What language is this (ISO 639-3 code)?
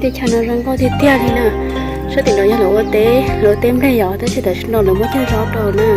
hmn